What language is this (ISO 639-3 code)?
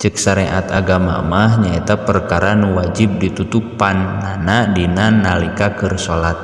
sun